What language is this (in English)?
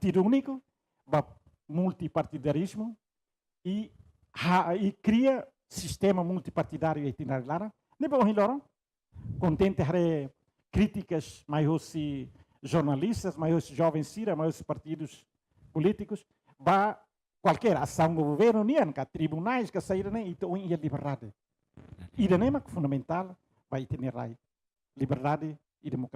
Tetum